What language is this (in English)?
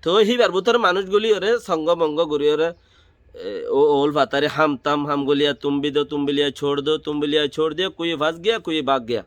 Rohingya